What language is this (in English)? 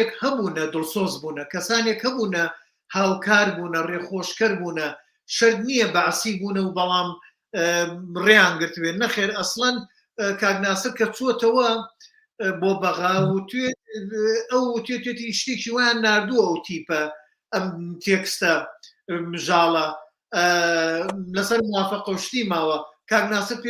Central Kurdish